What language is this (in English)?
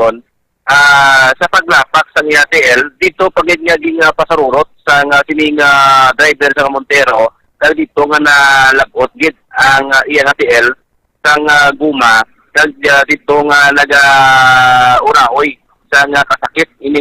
Hiligaynon